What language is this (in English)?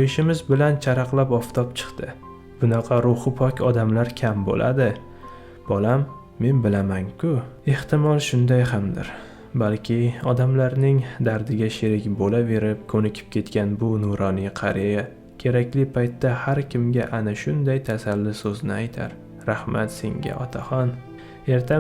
Uzbek